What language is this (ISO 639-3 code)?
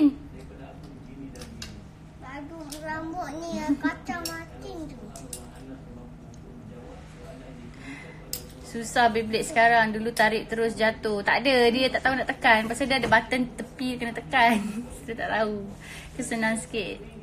msa